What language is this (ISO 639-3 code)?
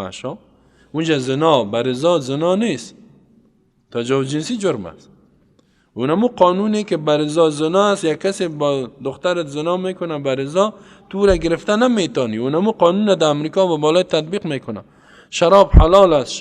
fas